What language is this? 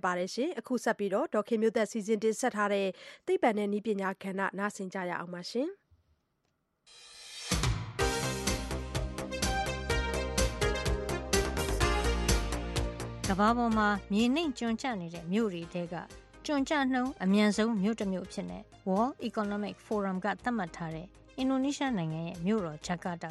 Burmese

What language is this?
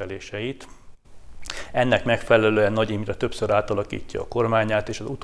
Hungarian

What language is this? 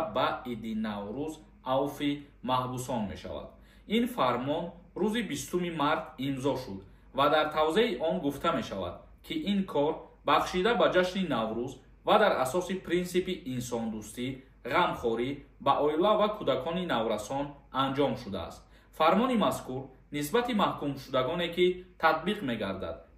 Tajik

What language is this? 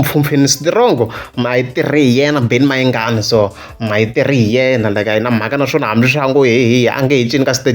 Tsonga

